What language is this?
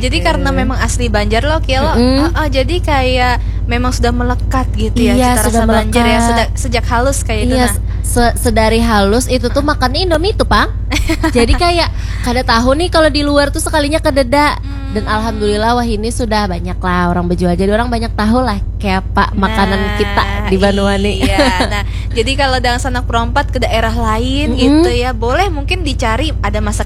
Banjar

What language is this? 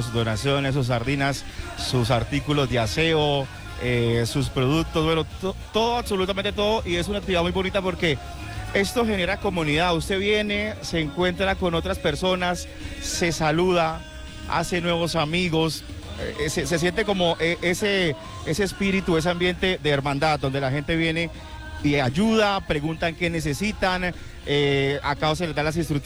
Spanish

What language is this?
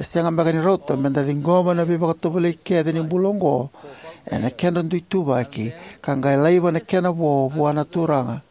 Fijian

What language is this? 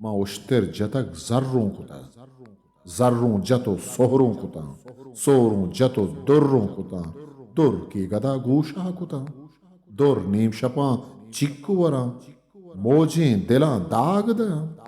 Eastern Balochi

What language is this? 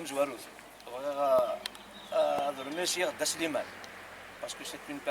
Kabyle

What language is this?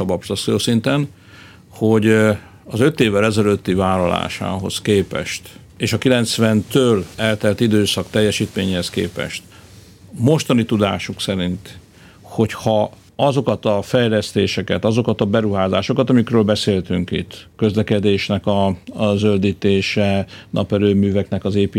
Hungarian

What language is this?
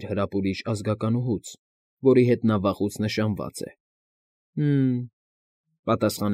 Armenian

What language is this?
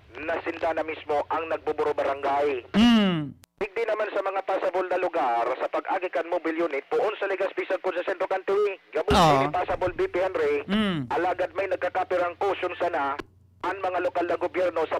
Bikol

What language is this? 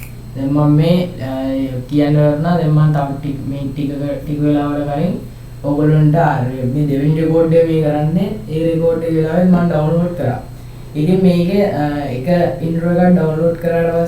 Sinhala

